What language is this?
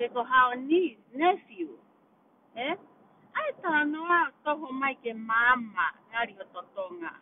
Tongan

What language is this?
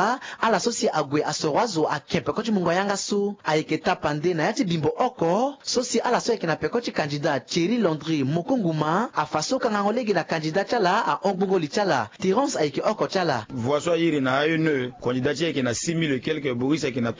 Sango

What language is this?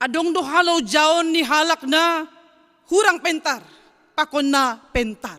Batak Simalungun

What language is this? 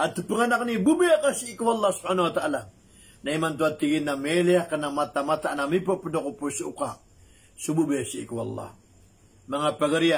Maranao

